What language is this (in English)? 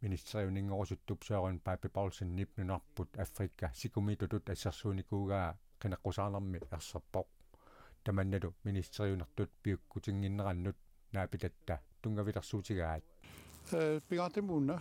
Kalaallisut